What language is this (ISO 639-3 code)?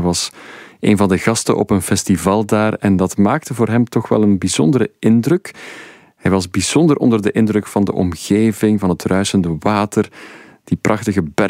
nld